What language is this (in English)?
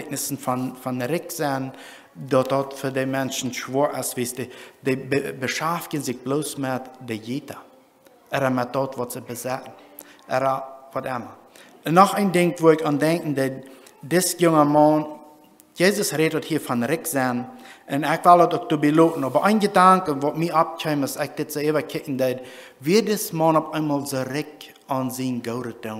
Plautdietsch